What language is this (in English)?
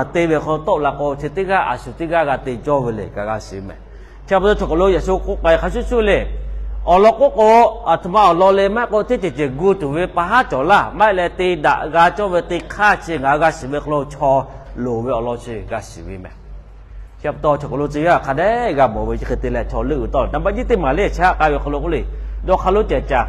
Lahu